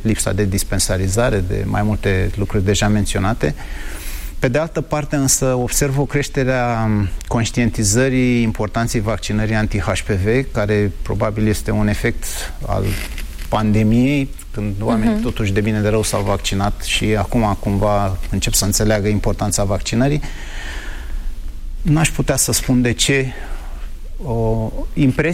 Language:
Romanian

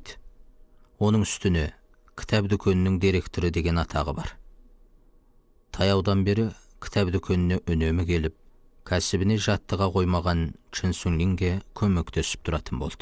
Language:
Kazakh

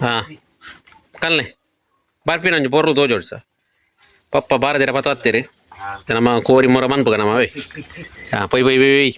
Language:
Tulu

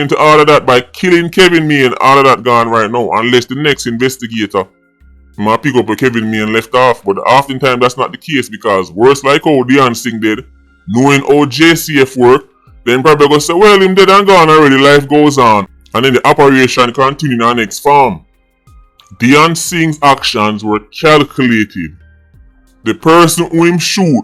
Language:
Jamaican Creole English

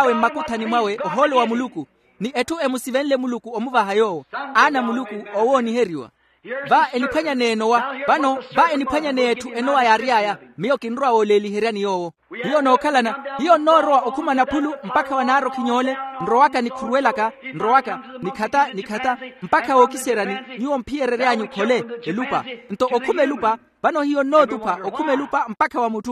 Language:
Makhuwa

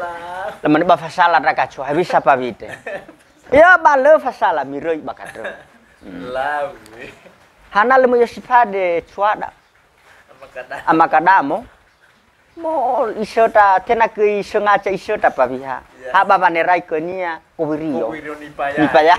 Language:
Nias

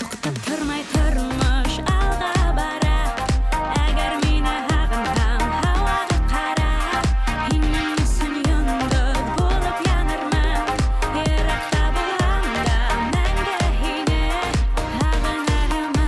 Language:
Bashkir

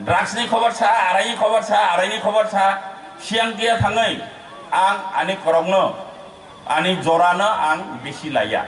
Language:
Kok Borok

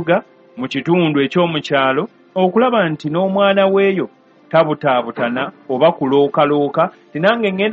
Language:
Ganda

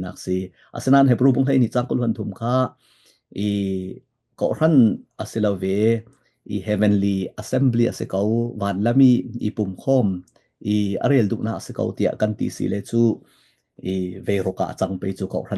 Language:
Falam Chin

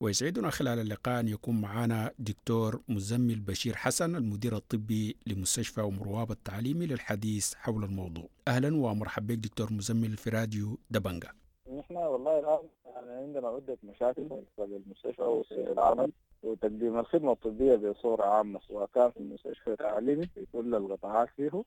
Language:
Sudanese Arabic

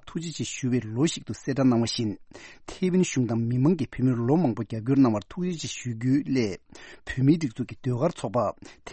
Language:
Tibetan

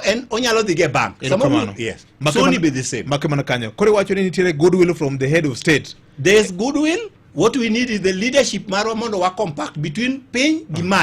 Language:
Luo (Kenya and Tanzania)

